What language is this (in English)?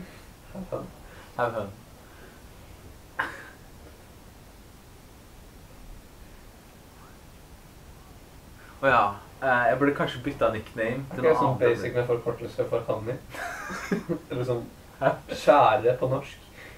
Norwegian